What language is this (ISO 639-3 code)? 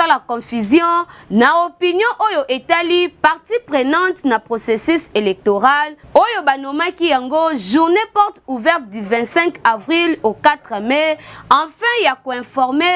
lin